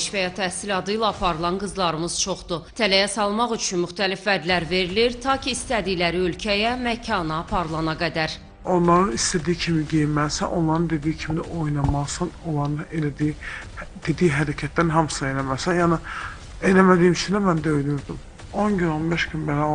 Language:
Azerbaijani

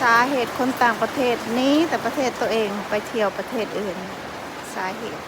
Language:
Lao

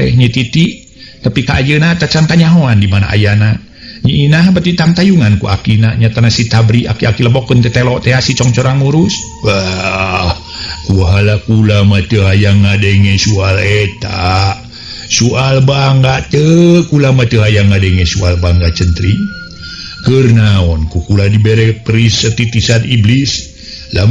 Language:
Sundanese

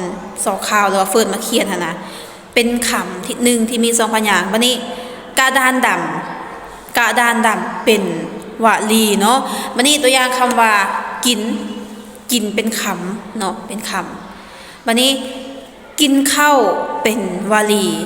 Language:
Lao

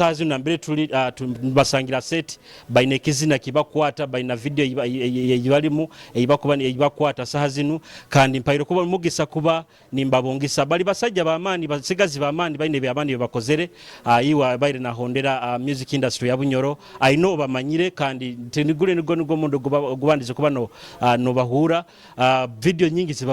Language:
Nyoro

